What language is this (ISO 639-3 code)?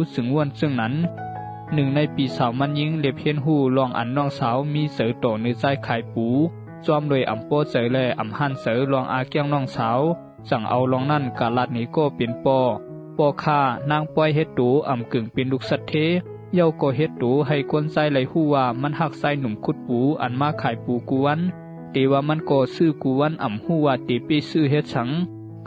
shn